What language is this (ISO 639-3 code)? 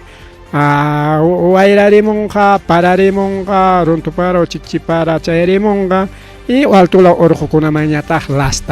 quy